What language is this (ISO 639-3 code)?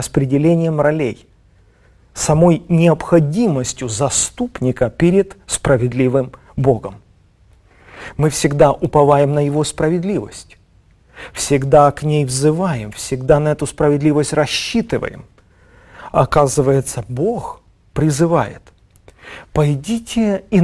rus